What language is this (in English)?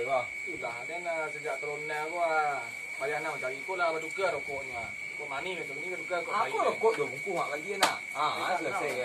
Minangkabau